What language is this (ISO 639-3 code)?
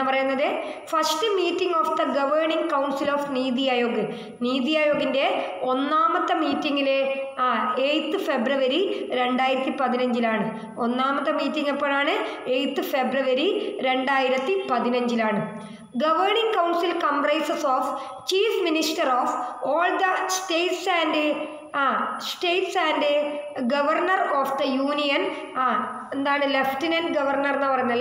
mal